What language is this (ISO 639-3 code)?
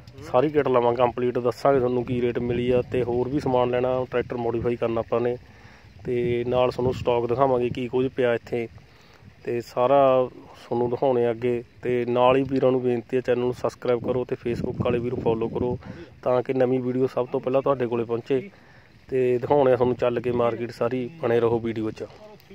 pan